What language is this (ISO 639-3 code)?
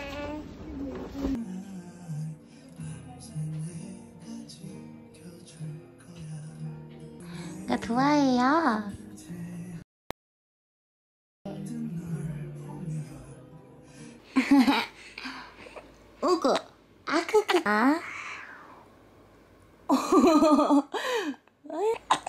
kor